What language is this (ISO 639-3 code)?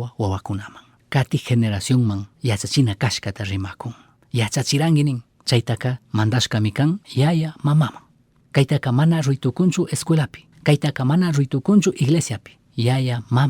qug